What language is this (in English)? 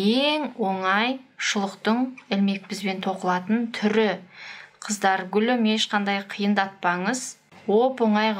Kazakh